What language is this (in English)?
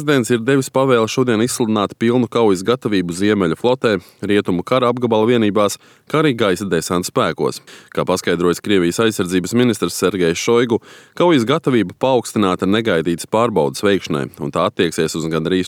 Latvian